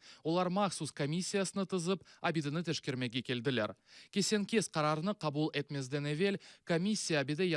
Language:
Crimean Tatar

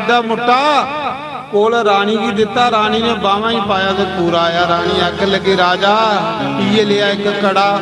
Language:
Dogri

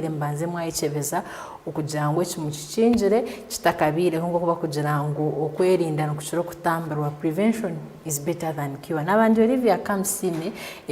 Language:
Nyankole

